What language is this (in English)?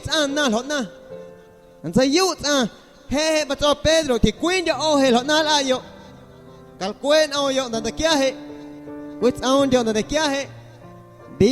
Guerrero Amuzgo